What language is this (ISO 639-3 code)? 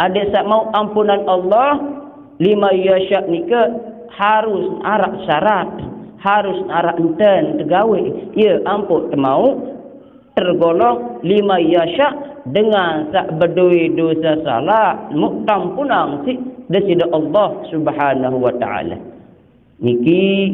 sas